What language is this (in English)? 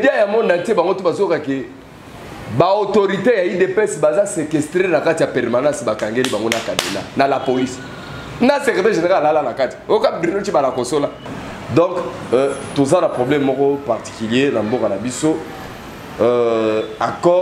Lingala